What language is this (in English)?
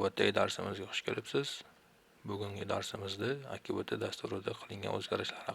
Uzbek